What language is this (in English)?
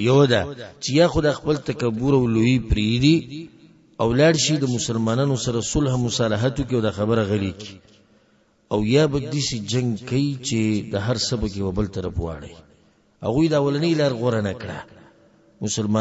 Pashto